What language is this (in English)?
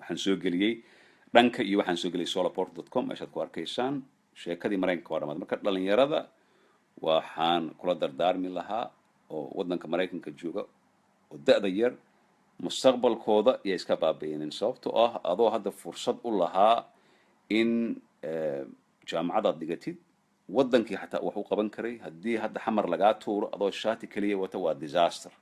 Somali